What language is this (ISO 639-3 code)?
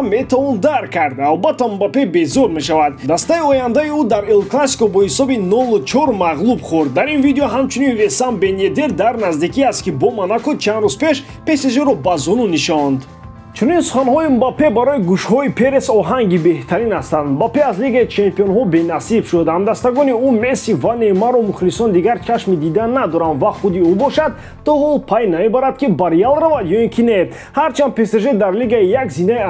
tgk